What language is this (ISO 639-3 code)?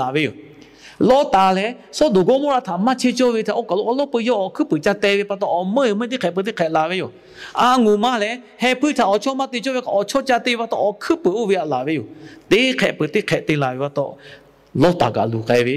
lhu